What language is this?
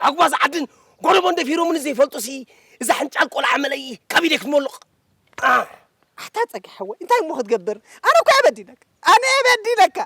Tigrinya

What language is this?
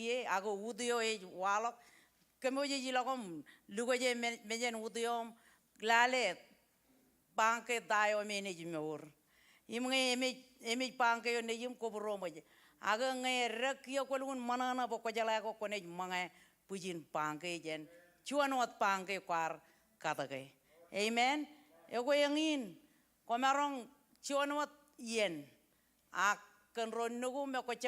Marshallese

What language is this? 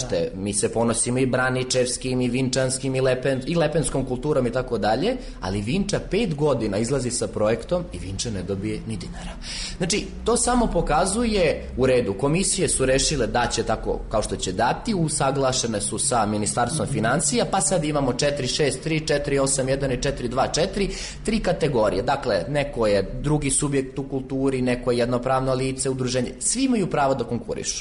Serbian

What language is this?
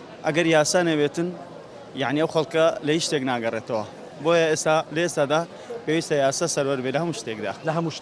Central Kurdish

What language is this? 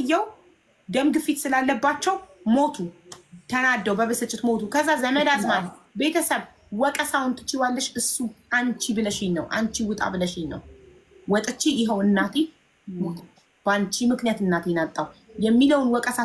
Amharic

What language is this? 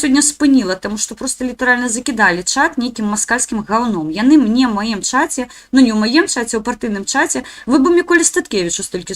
Belarusian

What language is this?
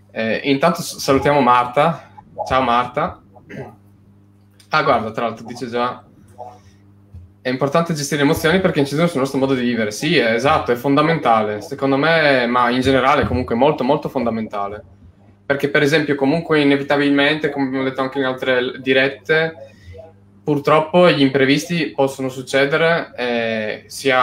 Italian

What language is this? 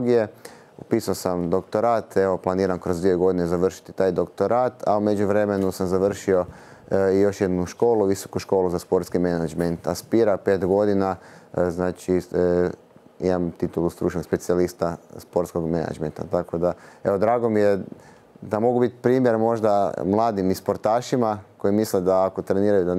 Croatian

